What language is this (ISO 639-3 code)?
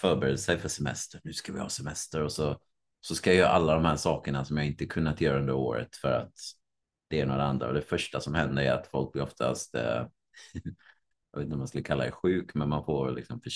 swe